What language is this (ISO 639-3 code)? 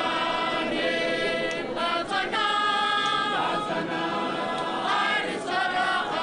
tsn